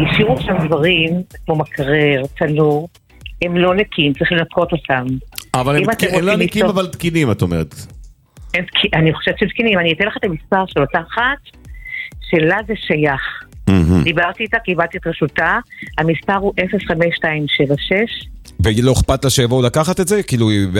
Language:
Hebrew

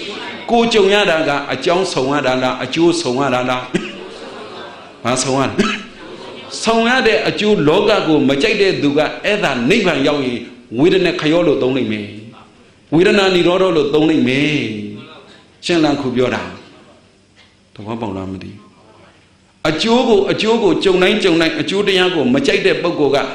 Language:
Burmese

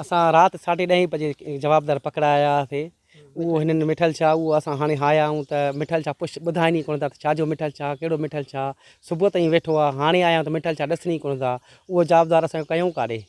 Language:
Sindhi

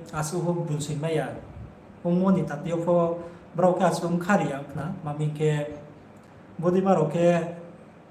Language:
Riang (India)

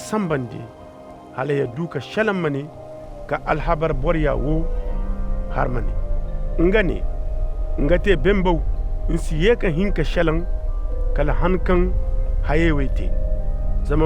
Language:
Koyraboro Senni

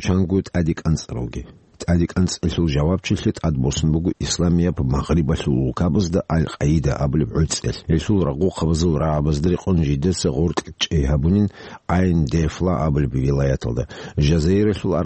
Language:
Avaric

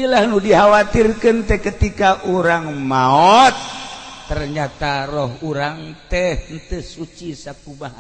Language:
Sundanese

